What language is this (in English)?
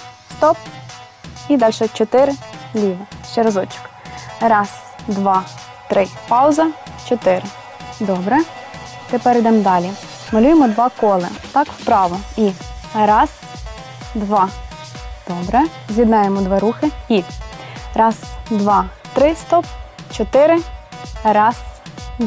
Ukrainian